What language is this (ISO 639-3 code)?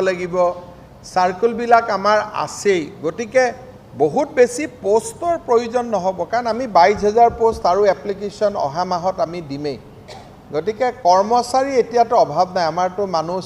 asm